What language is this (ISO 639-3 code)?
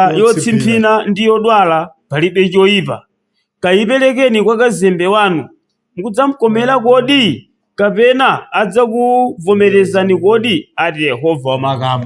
nya